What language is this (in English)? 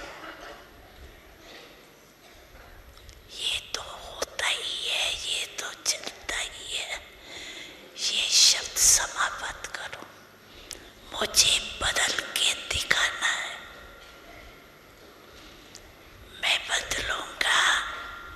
Hindi